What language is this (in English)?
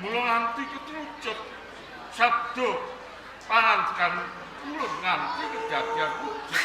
Javanese